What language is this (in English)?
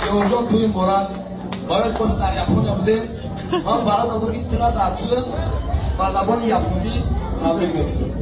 Tajik